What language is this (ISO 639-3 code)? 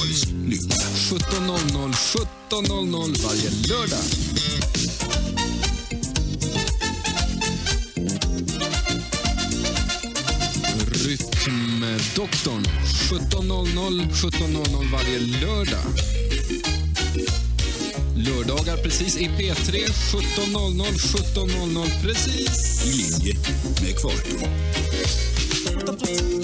swe